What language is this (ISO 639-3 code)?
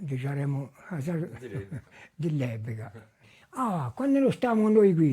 cos